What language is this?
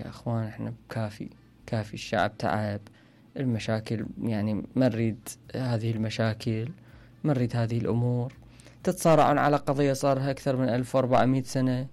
Mesopotamian Arabic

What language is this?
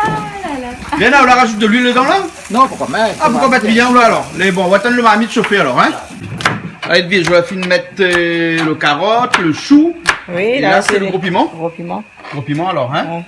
Réunion Creole French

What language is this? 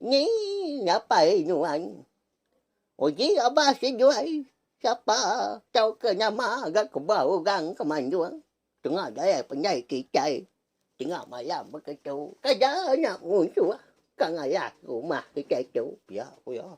Iban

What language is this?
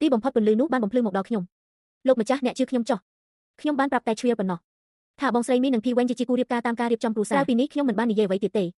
Khmer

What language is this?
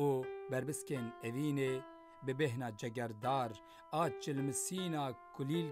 Kurdish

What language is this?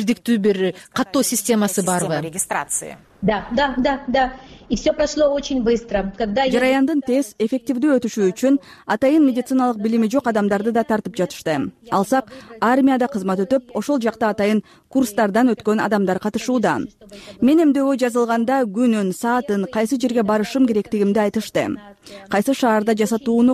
Kyrgyz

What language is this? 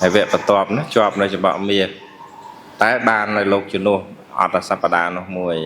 Khmer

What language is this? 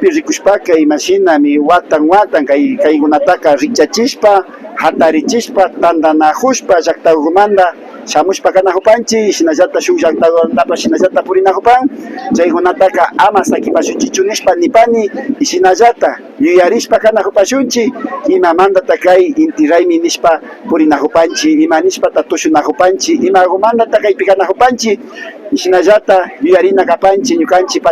Imbabura Highland Quichua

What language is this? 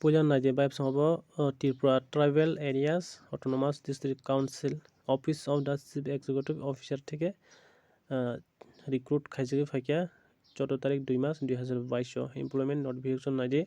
Kok Borok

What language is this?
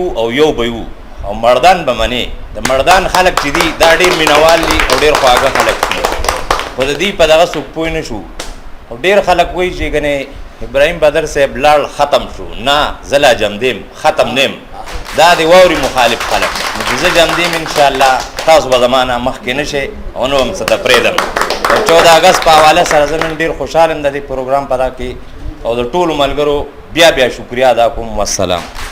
Pashto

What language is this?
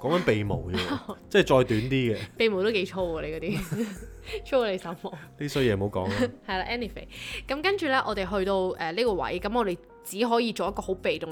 Cantonese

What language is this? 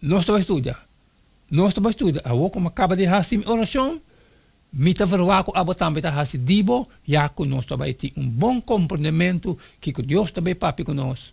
Papiamento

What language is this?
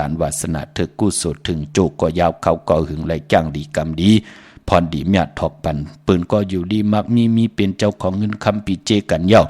Shan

